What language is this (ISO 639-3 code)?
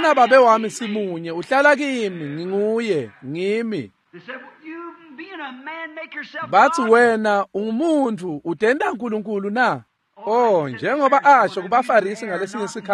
ssw